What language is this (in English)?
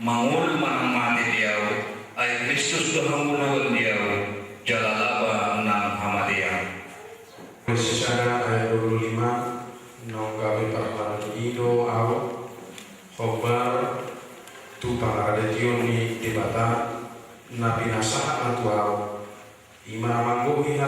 Batak Toba